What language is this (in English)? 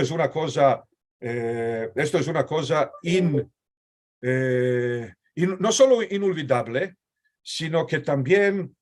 Ladino